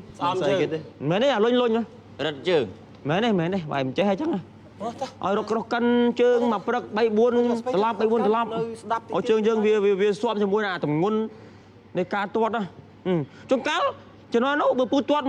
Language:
Khmer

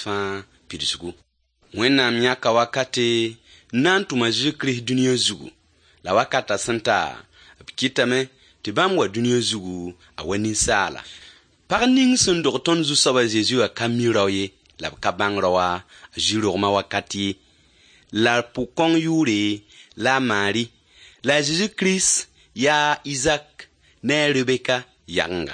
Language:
Mossi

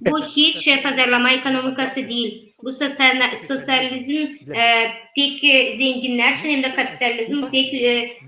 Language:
Gagauz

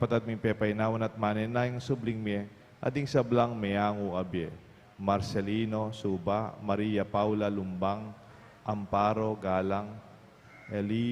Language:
Pampanga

